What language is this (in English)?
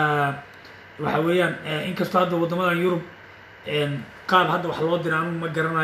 Somali